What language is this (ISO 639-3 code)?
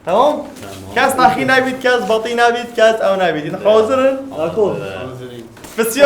kur